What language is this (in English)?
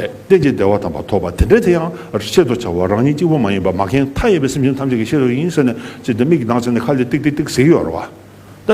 Tibetan